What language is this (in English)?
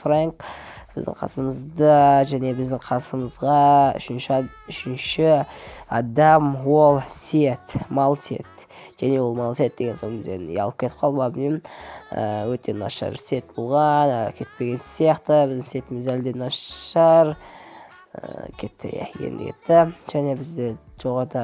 Kazakh